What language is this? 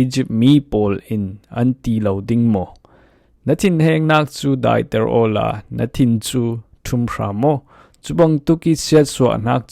Falam Chin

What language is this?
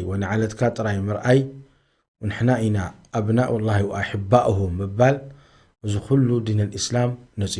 Tigrinya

